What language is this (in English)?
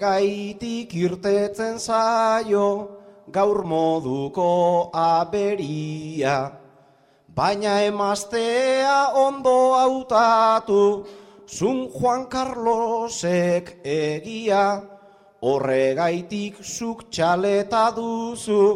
Basque